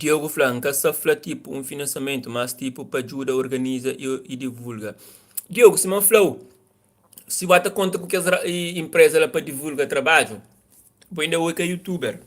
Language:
Kabuverdianu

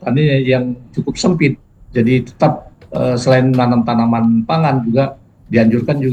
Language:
Indonesian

